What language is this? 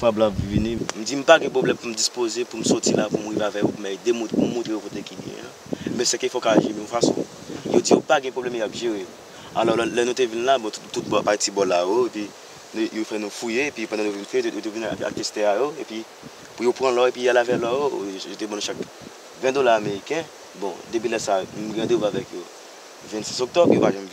Haitian Creole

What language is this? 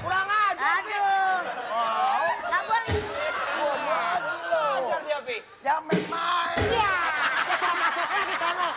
Betawi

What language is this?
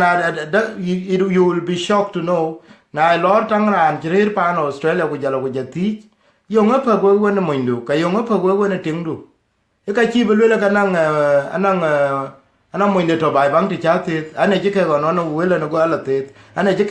Dinka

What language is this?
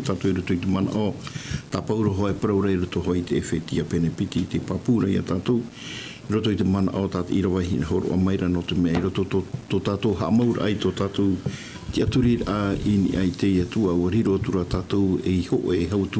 Tahitian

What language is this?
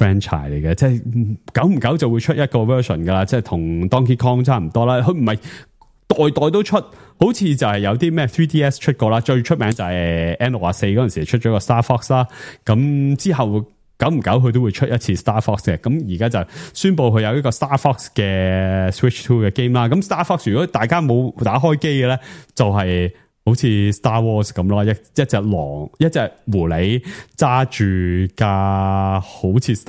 Cantonese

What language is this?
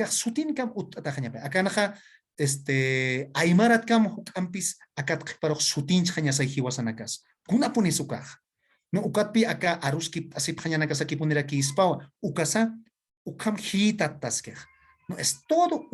Aymara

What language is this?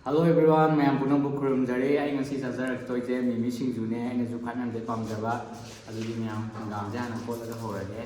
Manipuri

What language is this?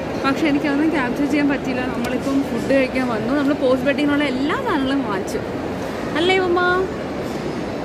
Malayalam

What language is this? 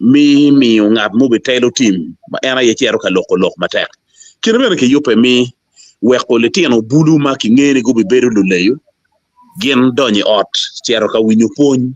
Acoli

